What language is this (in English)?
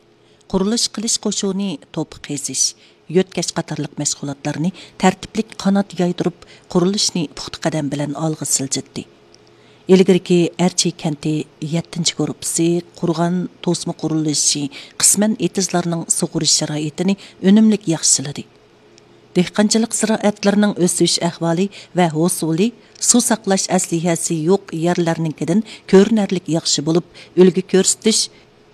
Uyghur